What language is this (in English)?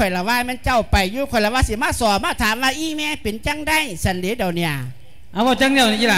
Lao